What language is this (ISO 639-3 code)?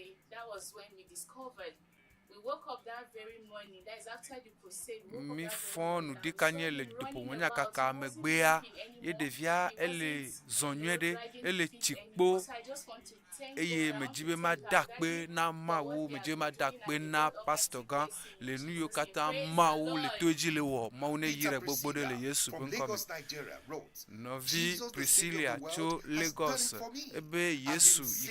ewe